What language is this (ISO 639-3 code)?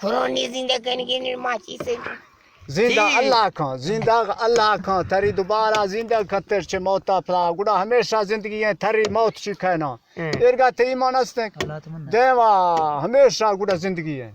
bgp